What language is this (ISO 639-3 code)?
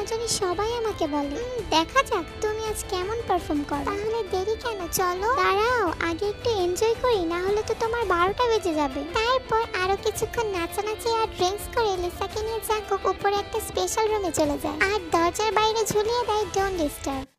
ben